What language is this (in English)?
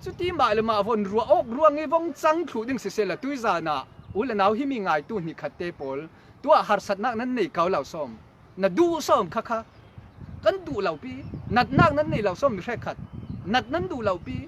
Falam Chin